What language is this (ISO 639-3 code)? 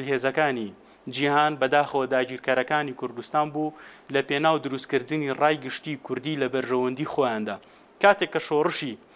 ckb